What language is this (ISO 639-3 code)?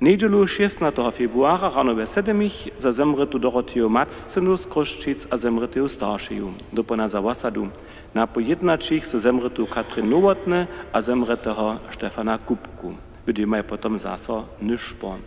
hsb